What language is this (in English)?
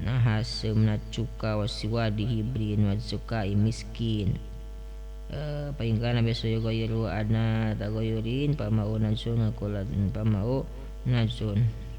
Sundanese